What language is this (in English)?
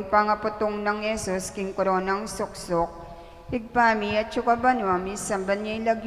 Pampanga